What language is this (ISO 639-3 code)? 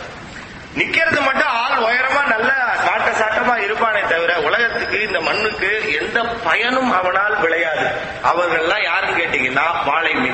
tam